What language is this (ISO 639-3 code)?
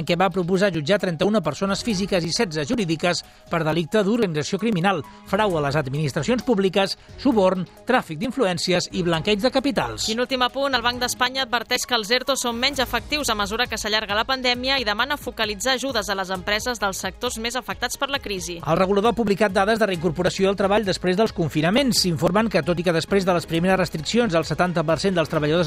cat